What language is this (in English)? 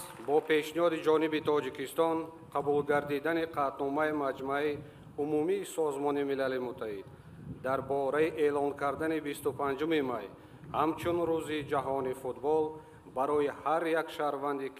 Tajik